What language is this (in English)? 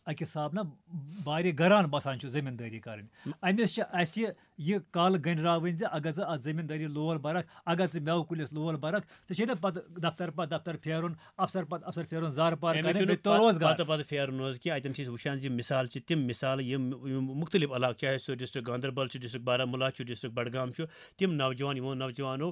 Kashmiri